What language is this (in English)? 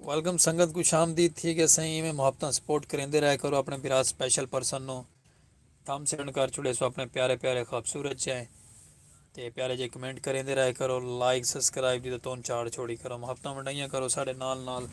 Saraiki